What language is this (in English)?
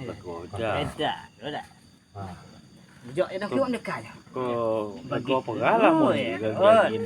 Minangkabau